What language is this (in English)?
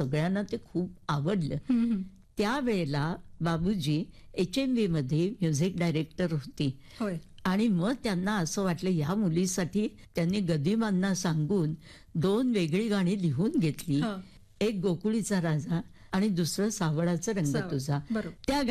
Marathi